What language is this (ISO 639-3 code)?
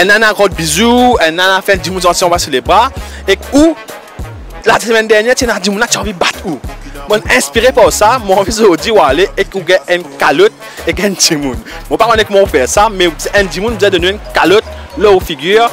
mfe